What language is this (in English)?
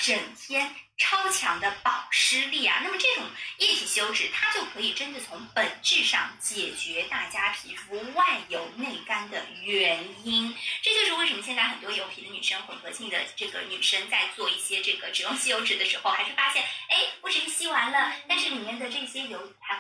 Chinese